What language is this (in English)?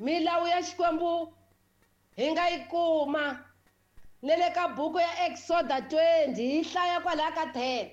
Tsonga